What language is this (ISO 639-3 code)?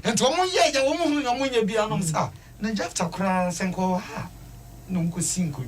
aka